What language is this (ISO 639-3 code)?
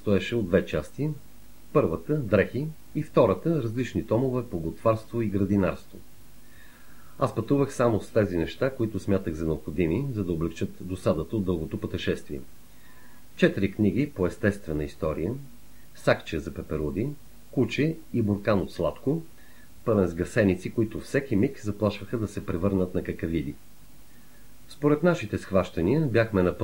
bul